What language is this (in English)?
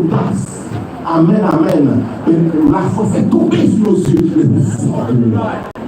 Haitian Creole